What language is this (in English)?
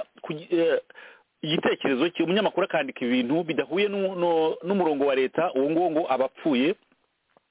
Kinyarwanda